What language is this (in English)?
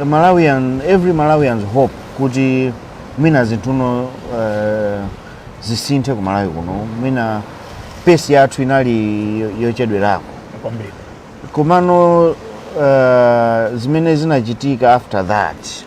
Nyanja